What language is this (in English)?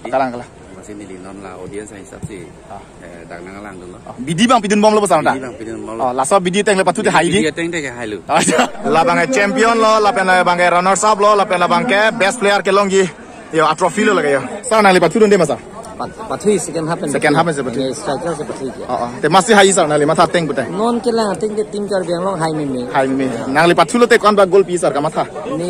Karbi